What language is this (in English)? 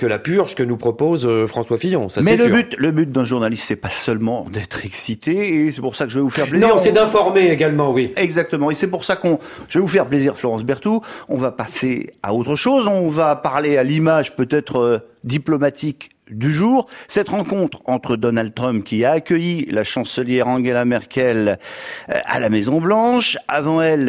French